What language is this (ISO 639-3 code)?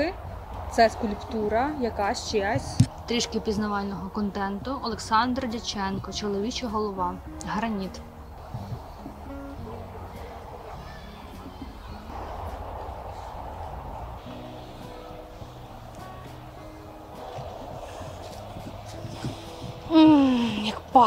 ukr